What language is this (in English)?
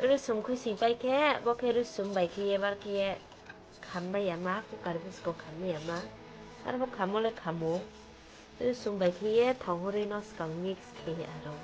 Riang (India)